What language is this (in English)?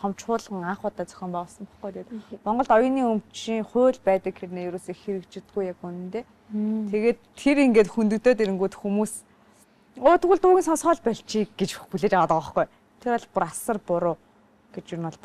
Mongolian